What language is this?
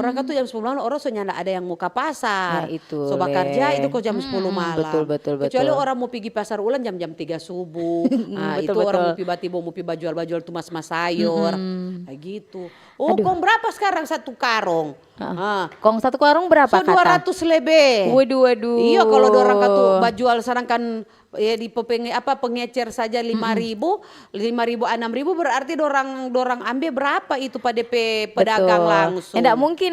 Manado Malay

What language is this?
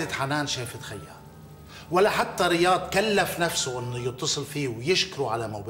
North Levantine Arabic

